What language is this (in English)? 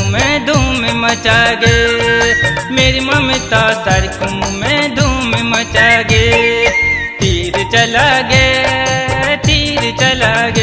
Bhojpuri